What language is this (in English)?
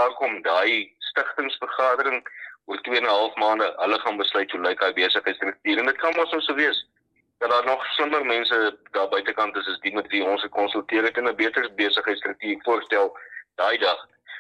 Afrikaans